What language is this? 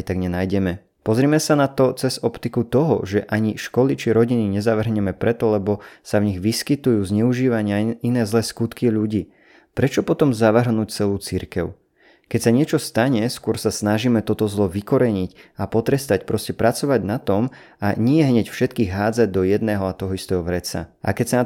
Slovak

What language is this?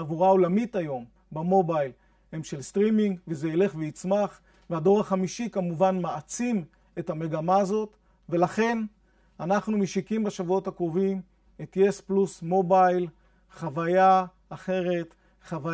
Hebrew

